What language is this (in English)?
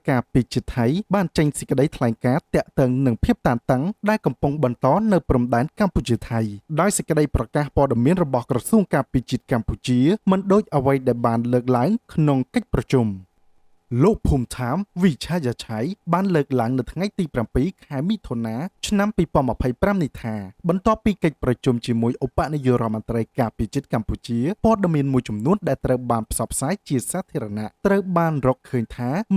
Khmer